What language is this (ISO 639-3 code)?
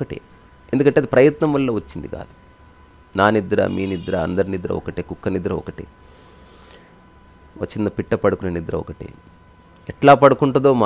tel